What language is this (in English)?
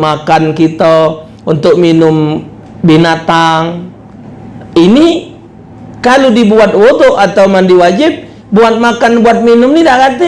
Musi